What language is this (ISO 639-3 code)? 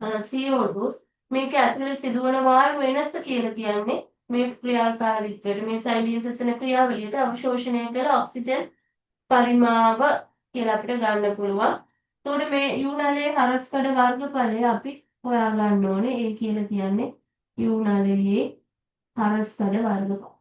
sin